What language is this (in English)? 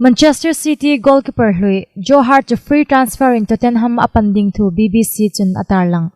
Hmar